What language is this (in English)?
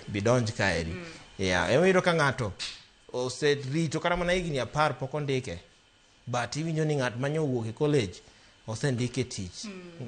Luo (Kenya and Tanzania)